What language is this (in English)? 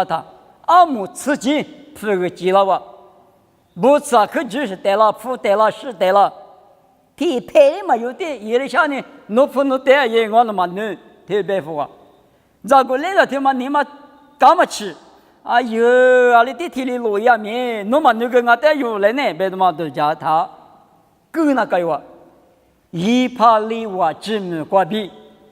Lisu